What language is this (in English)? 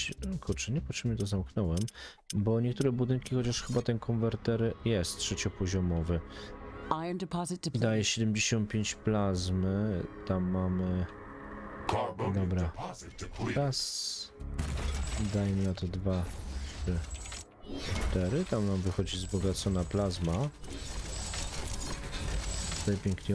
Polish